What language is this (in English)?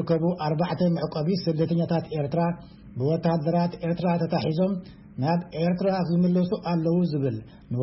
Tigrinya